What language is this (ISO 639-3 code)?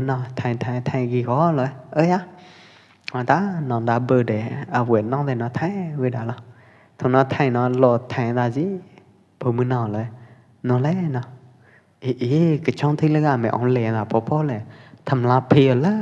kjp